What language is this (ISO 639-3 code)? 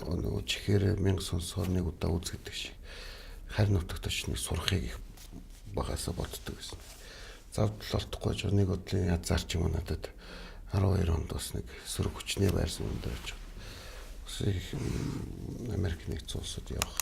mon